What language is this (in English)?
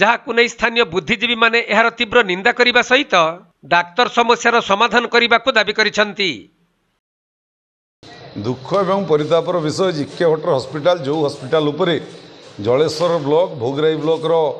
Odia